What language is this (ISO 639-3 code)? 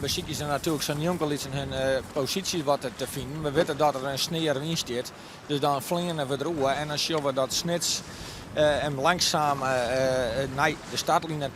fry